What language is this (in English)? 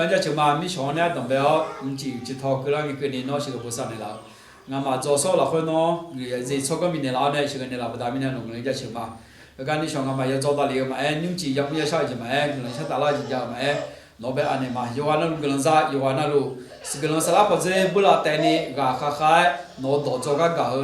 Akha